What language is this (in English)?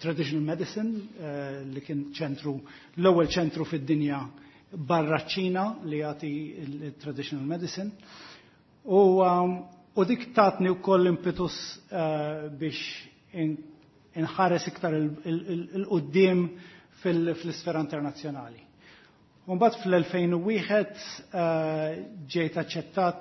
Maltese